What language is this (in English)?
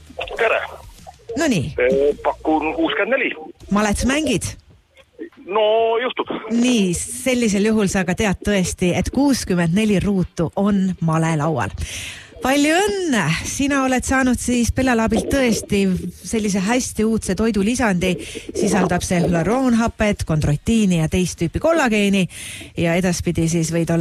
Estonian